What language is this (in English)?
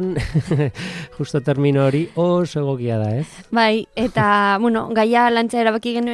Basque